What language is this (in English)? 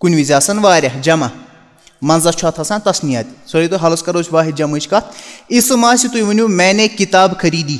Kashmiri